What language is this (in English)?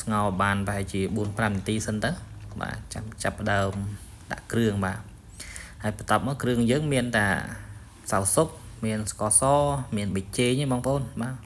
Khmer